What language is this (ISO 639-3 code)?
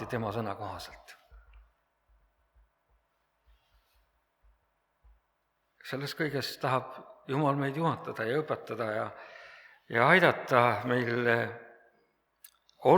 est